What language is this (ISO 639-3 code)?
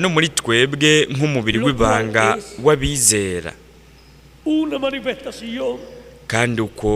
run